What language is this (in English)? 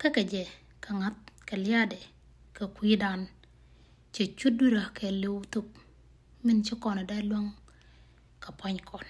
Nuer